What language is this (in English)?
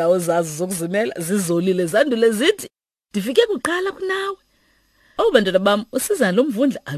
Xhosa